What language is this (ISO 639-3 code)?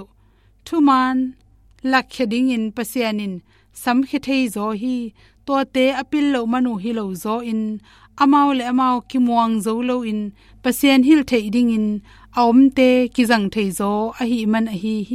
ctd